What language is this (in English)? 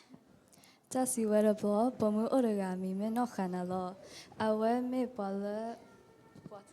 S'gaw Karen